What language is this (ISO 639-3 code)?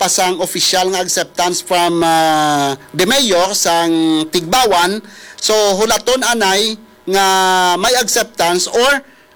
hil